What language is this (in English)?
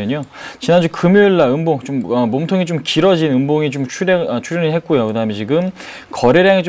Korean